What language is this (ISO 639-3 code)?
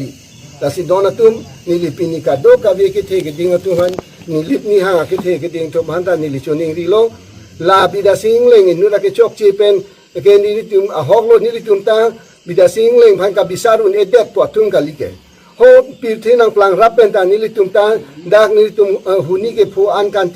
mjw